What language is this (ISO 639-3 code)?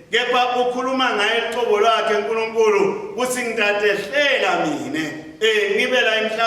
ssw